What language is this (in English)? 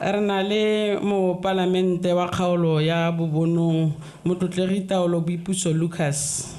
Tswana